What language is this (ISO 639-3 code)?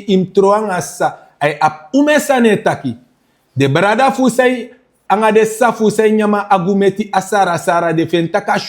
srn